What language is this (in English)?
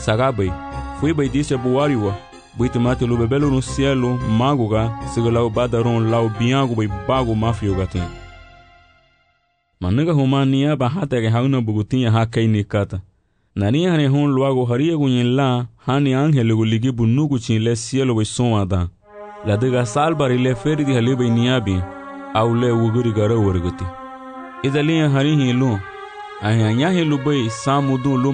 Garifuna